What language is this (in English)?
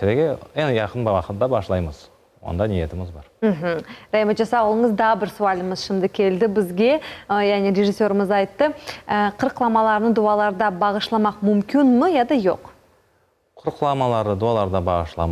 Crimean Tatar